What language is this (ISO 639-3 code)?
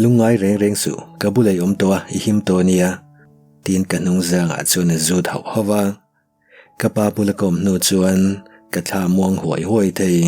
lus